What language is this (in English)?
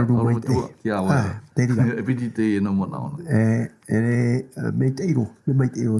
Tahitian